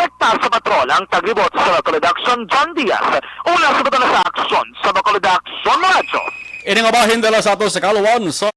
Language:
Hiligaynon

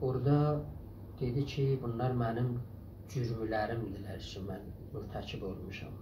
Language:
South Azerbaijani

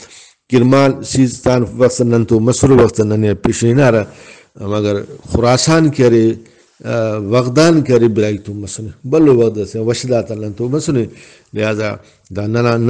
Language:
Brahui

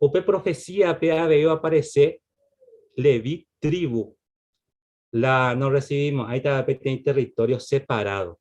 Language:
Guarani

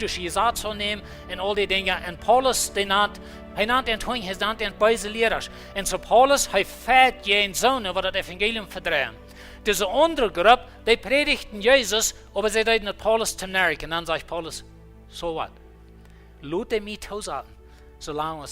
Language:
Plautdietsch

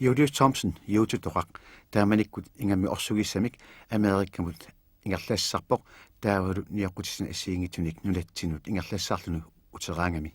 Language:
Kalaallisut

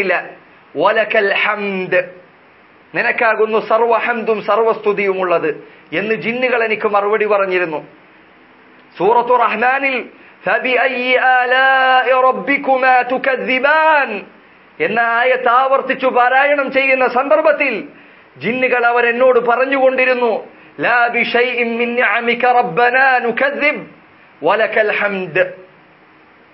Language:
Malayalam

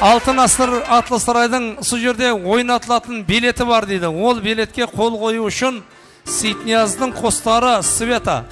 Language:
Kara-Kalpak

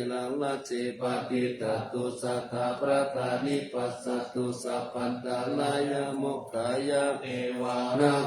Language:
Pali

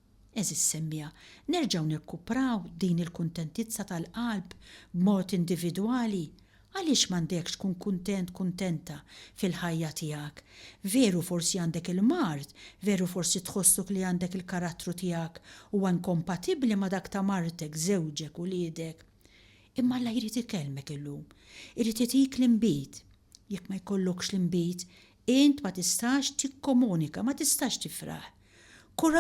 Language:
Maltese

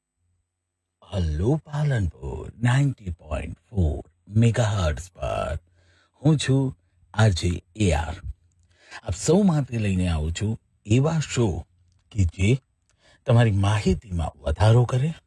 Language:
Gujarati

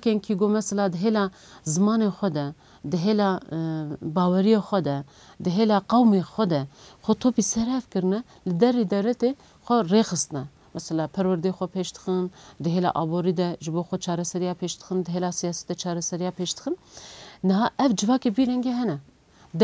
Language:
Kurdish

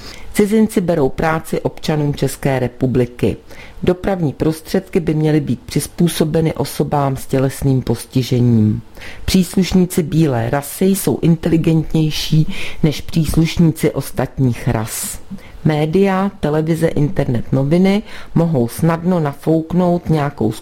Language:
Czech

